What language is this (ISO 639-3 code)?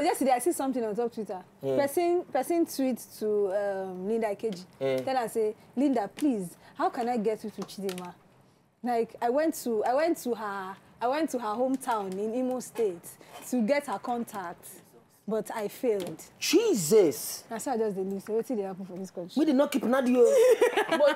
pcm